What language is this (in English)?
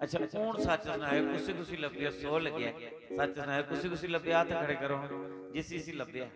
Dogri